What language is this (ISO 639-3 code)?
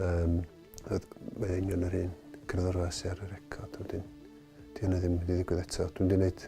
cym